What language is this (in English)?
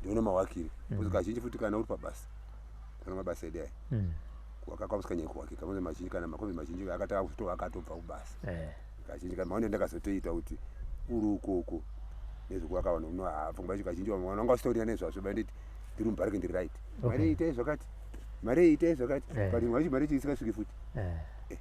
Shona